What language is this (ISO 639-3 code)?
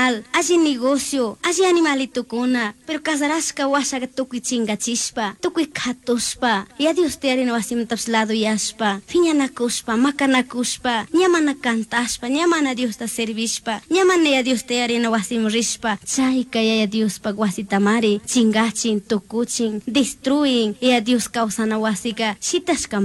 qug